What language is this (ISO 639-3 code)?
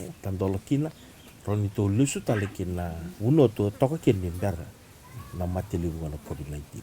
fij